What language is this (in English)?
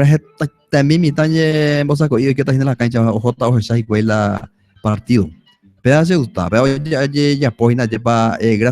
Guarani